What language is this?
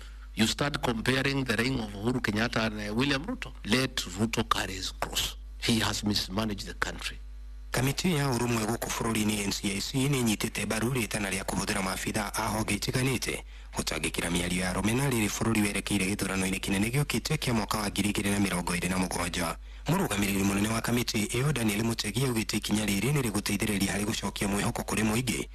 Kikuyu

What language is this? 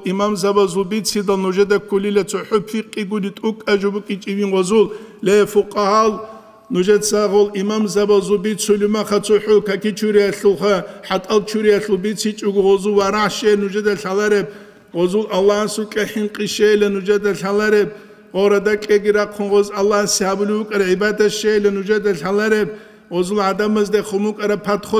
Avaric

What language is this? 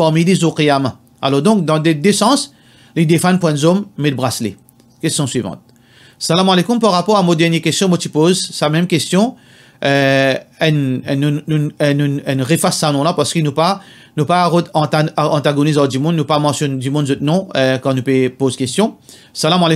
Morisyen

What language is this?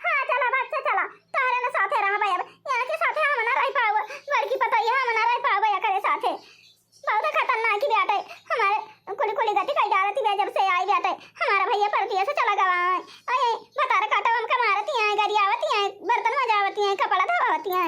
Awadhi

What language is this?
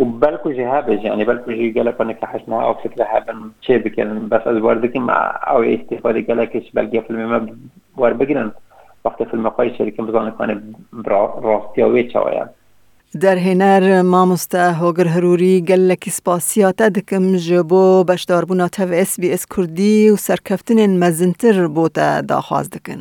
Kurdish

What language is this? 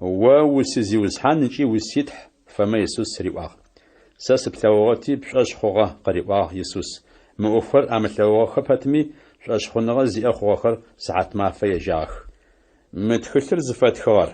Adyghe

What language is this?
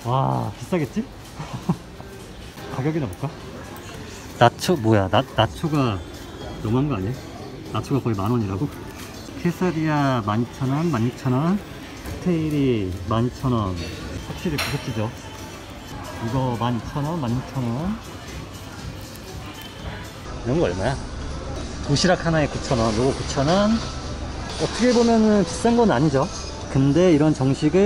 Korean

